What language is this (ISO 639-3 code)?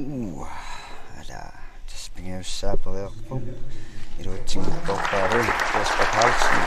kal